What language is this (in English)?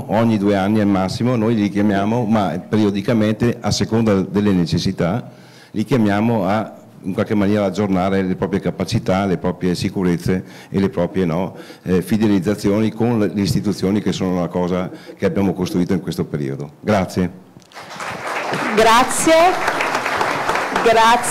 Italian